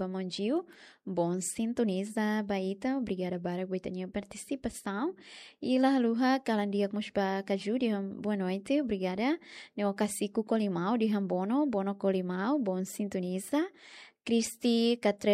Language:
Tetum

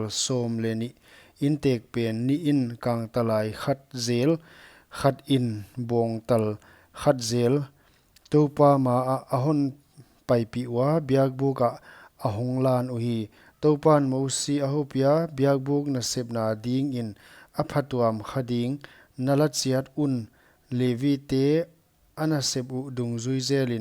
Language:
Paite Chin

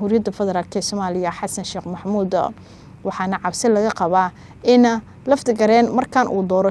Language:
Somali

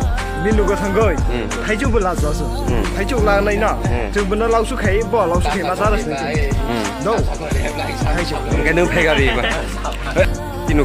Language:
Kok Borok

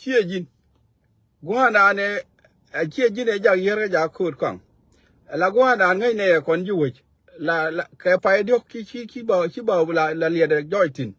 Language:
Nuer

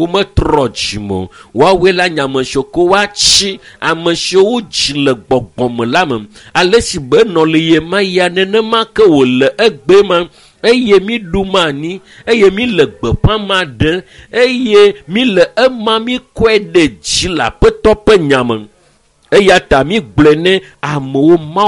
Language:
Ewe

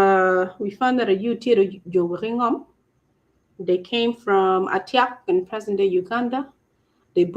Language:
Acoli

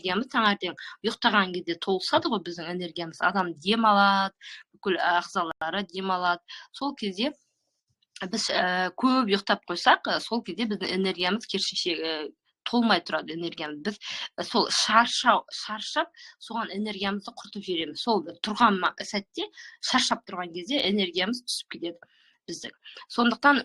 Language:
Kazakh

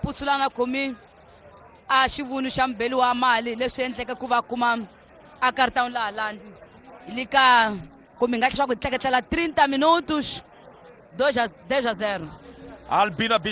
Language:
Tsonga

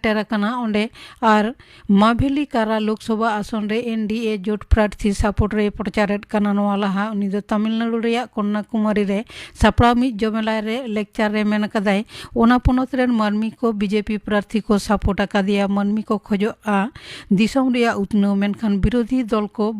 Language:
Santali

